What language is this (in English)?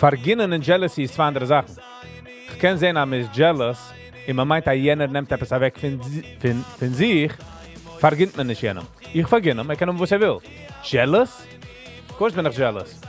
Yiddish